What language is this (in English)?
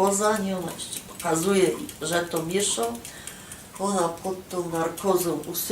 Silesian